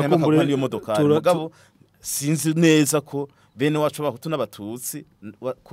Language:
Rundi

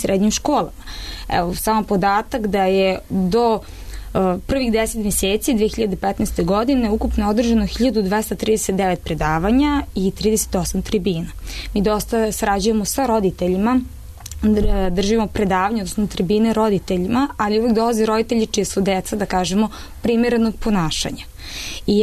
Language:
Serbian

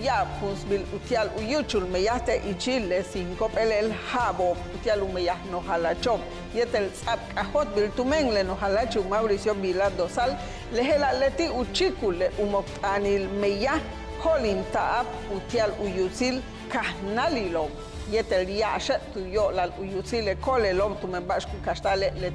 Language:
Yucateco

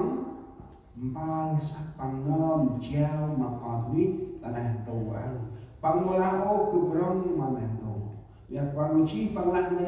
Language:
Central Mnong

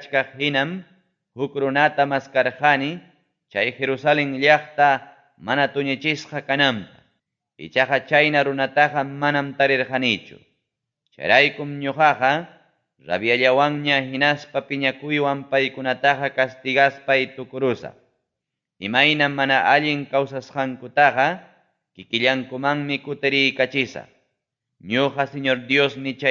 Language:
Ayacucho Quechua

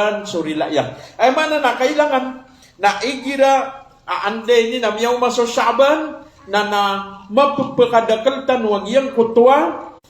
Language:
Maranao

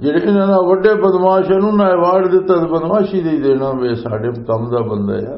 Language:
Western Panjabi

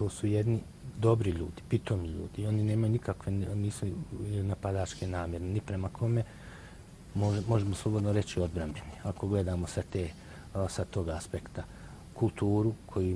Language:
Bosnian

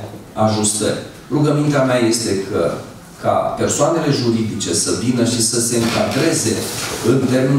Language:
Romanian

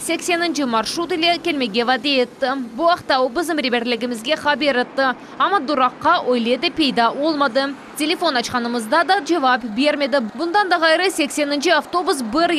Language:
Crimean Tatar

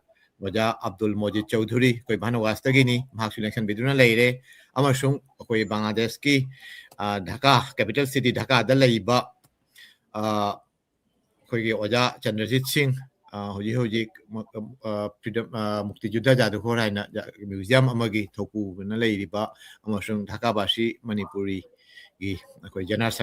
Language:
Manipuri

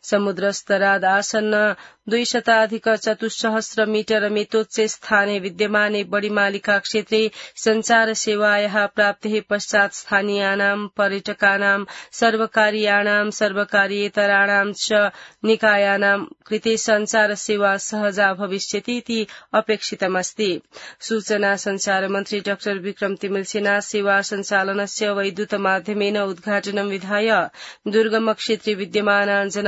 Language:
Sanskrit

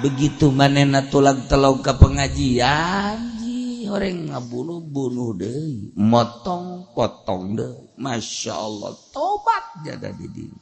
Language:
Sundanese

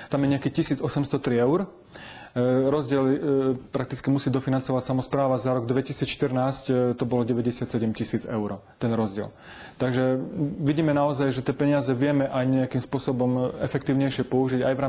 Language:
Slovak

